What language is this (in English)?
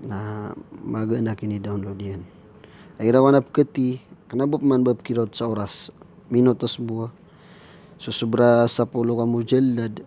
Maranao